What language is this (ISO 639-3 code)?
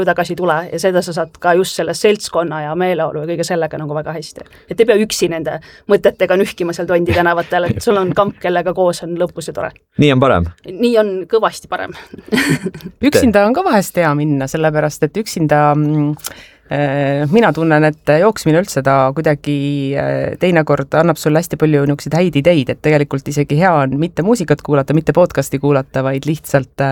est